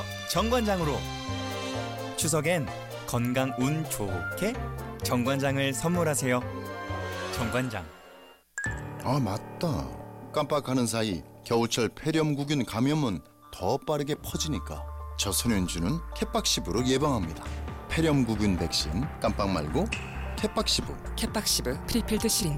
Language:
Korean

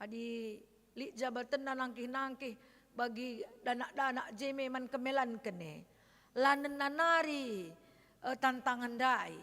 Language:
Batak Karo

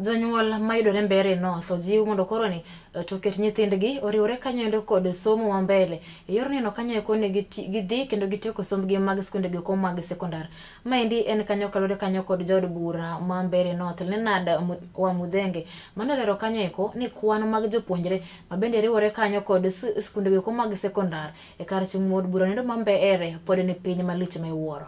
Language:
Luo (Kenya and Tanzania)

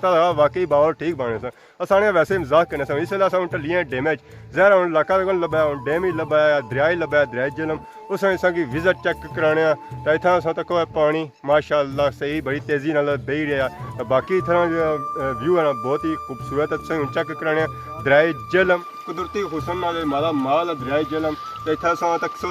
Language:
Pahari-Potwari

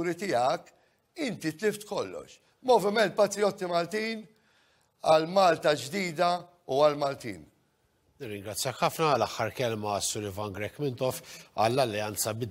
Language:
Maltese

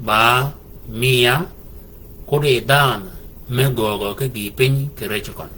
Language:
Shilluk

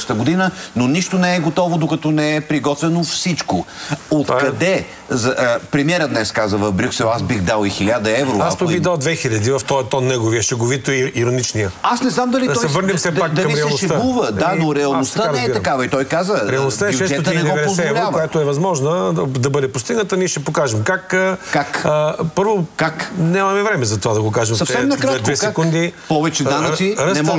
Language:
Bulgarian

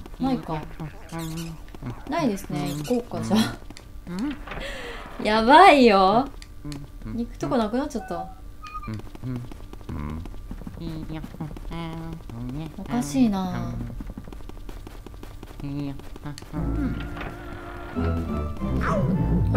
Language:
Japanese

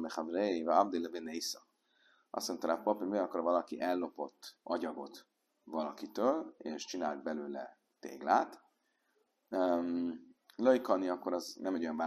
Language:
Hungarian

